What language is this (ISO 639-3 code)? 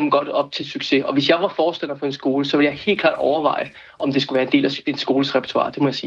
dan